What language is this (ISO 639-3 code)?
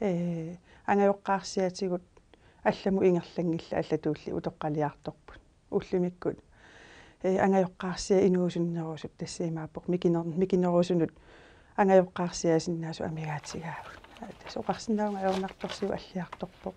kal